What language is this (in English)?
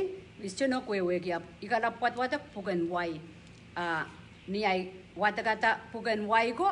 Pohnpeian